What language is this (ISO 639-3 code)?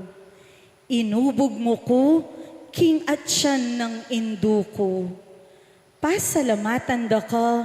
pam